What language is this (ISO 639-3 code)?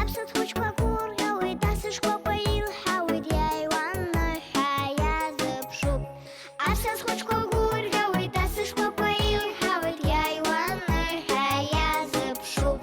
abk